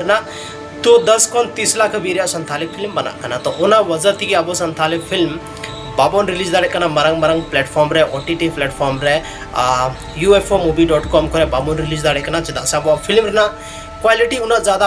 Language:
Santali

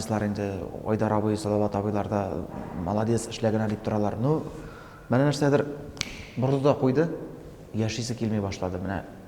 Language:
Tatar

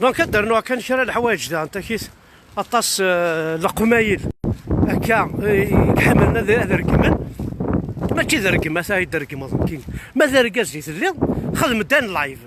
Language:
Kabyle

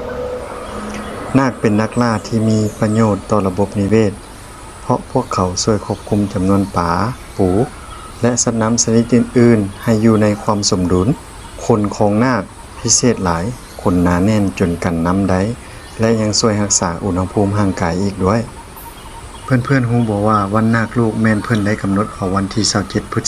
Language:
Lao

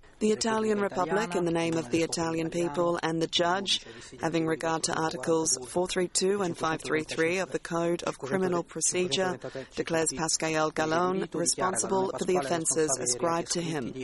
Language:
Macedonian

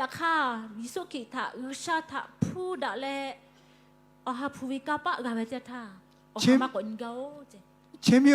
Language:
Lahu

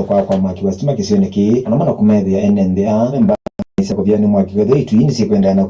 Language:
Kamba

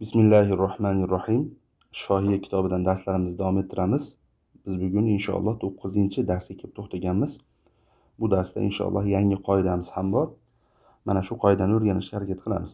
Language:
Uzbek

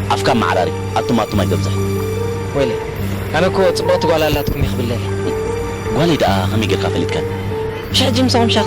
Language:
Tigrinya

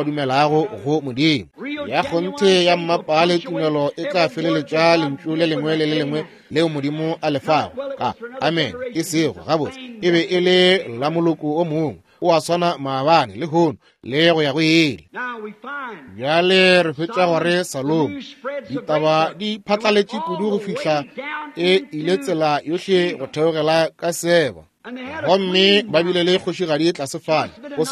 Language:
Northern Sotho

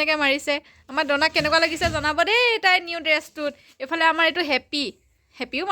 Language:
Assamese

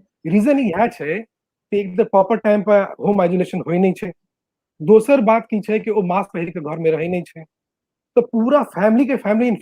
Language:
Maithili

